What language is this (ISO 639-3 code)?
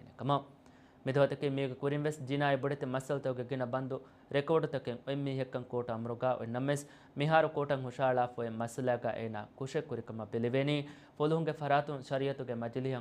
div